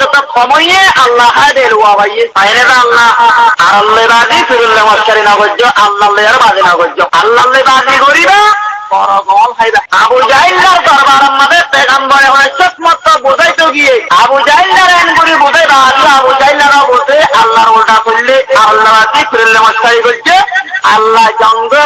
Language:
Rohingya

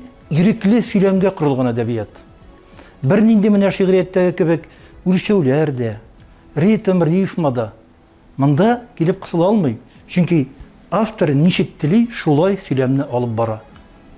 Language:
Tatar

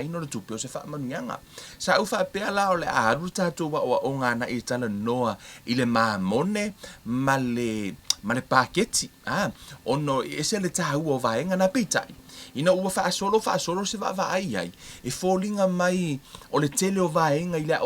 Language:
Samoan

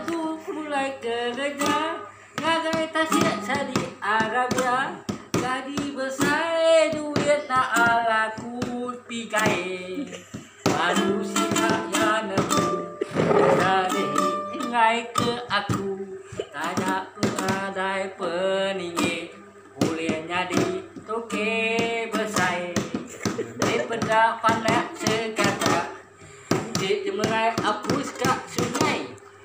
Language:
Iban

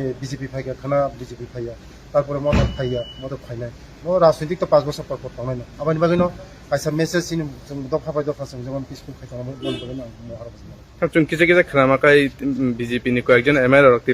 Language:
Kok Borok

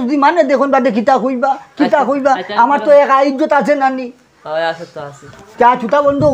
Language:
Sylheti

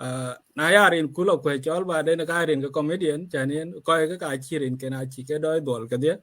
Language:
Dinka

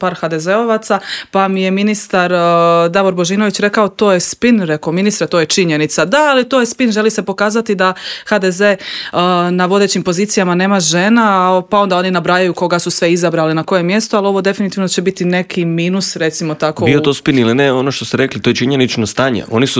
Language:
Croatian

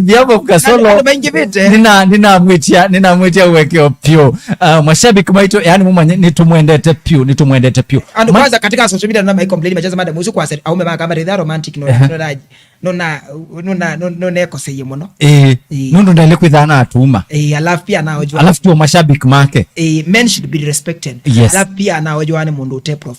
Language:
Kamba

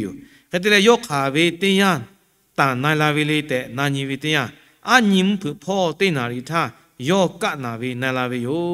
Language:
Lahu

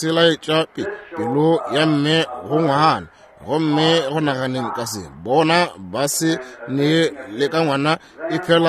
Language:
Northern Sotho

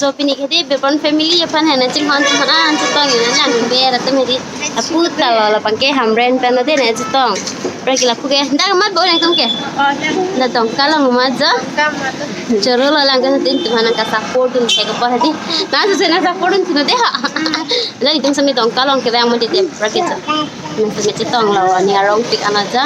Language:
Karbi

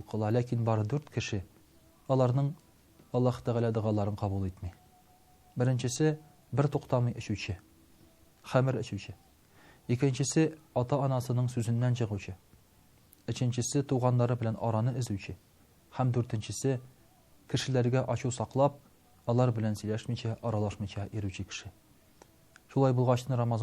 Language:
Tatar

